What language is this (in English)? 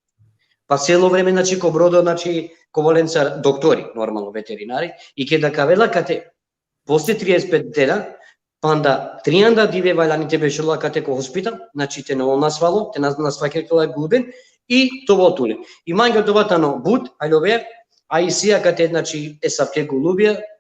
Balkan Romani